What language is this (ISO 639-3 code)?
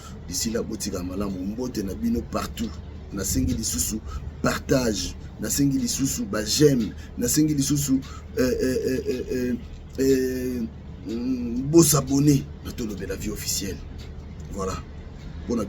lin